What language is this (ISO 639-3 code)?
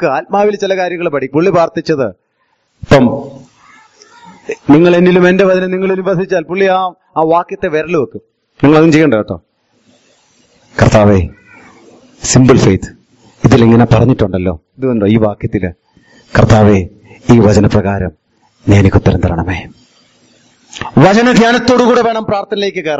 mal